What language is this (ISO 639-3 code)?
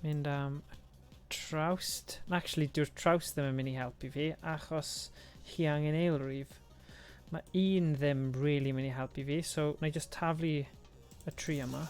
cym